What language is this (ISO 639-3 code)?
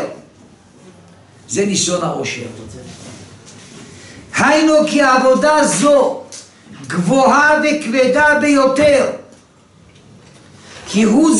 heb